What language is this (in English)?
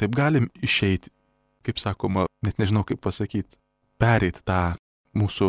Lithuanian